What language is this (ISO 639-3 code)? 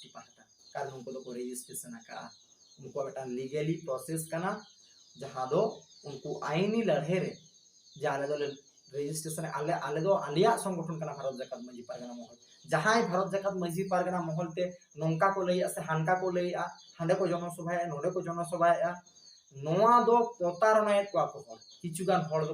sat